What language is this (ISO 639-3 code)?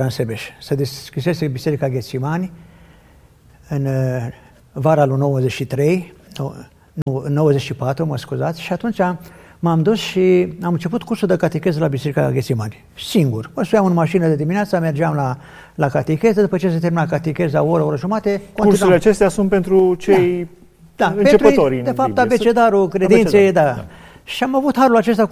ron